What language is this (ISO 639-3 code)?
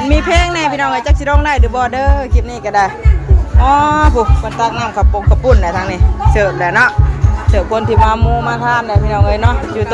tts